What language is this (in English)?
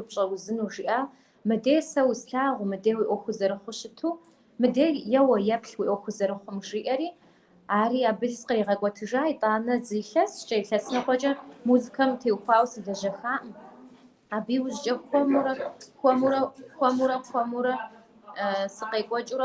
Kabardian